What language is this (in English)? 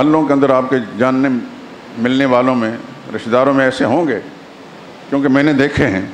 Urdu